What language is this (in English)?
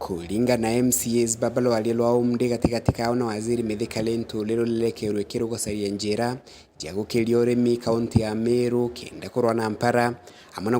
Meru